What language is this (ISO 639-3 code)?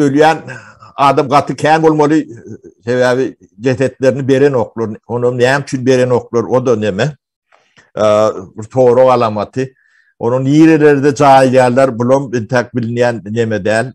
tuk